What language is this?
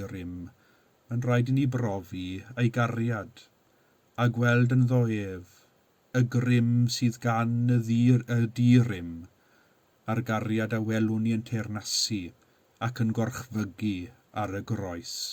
Welsh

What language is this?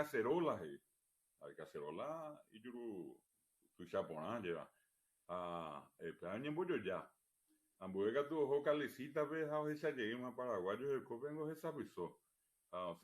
Guarani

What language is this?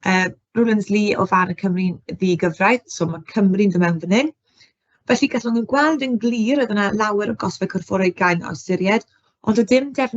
Welsh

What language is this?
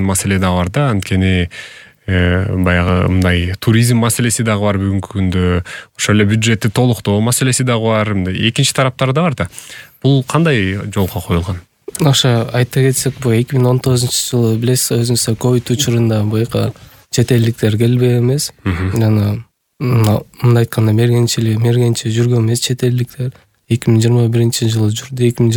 Kyrgyz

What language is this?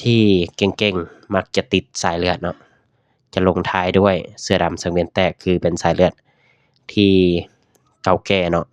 Lao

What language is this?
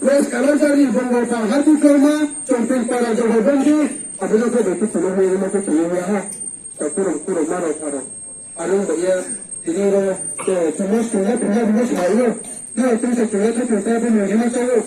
Riang (India)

